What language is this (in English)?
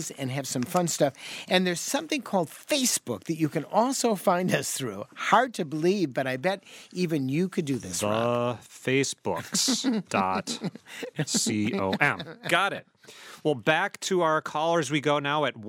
English